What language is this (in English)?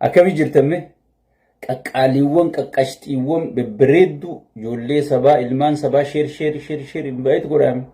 Oromo